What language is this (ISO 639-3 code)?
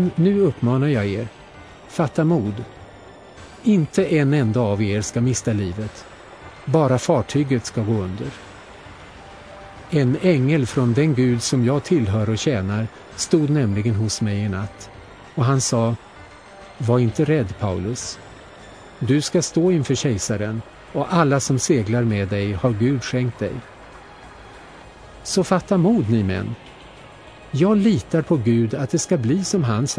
swe